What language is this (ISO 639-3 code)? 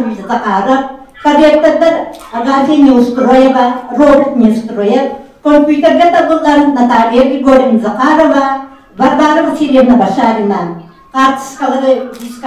sah